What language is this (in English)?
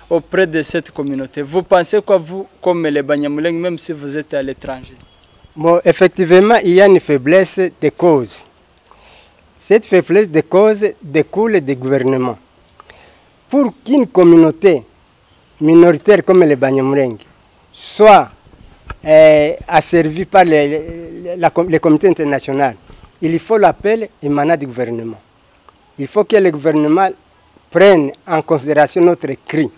French